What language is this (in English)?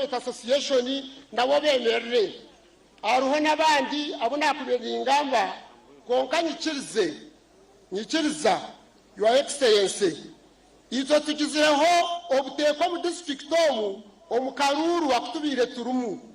Nyankole